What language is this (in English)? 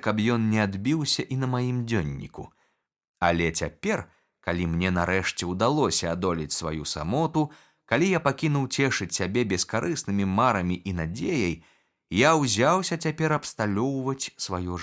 Belarusian